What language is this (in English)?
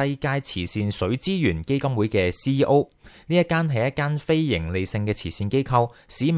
Cantonese